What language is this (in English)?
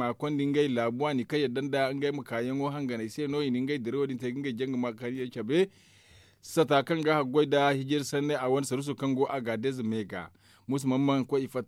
Zarma